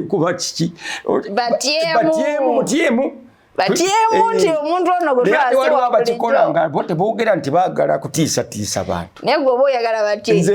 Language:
Ganda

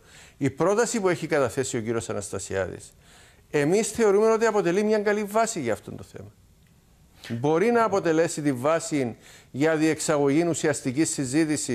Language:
Greek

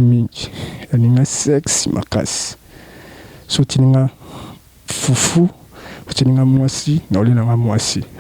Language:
Lingala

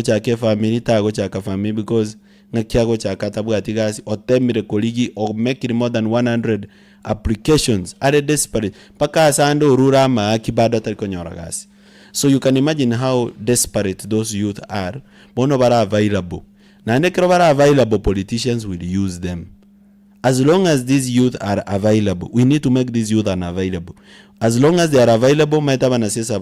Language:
Gusii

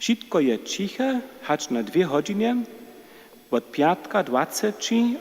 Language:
Upper Sorbian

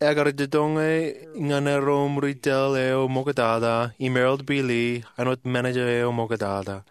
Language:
Marshallese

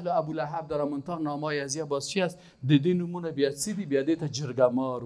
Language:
Persian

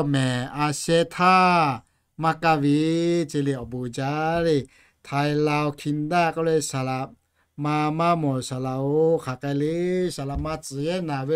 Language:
Lahu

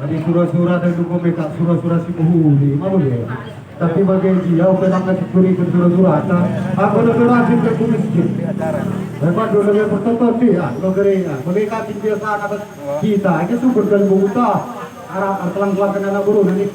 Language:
Batak Karo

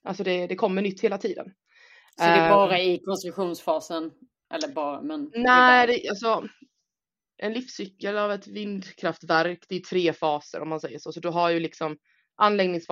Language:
Swedish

